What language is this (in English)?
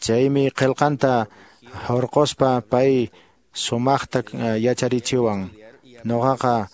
Quechua